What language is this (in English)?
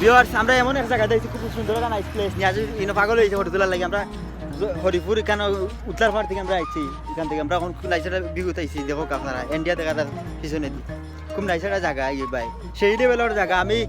Sylheti